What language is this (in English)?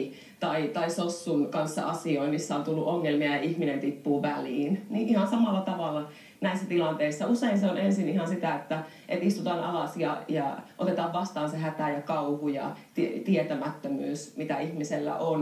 Finnish